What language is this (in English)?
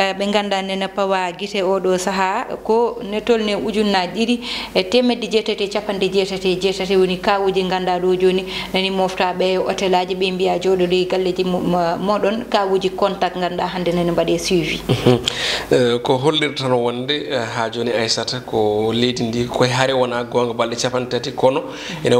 Fula